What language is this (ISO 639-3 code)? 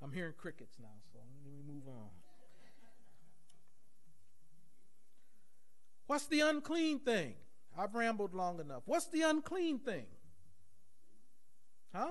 eng